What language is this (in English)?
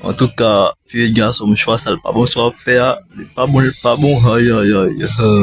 Haitian Creole